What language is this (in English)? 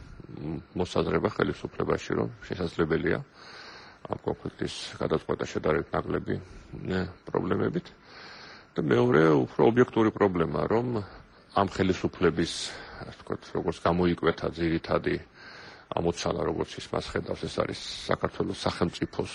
Georgian